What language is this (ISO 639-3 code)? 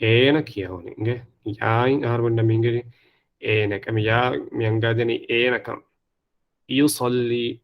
div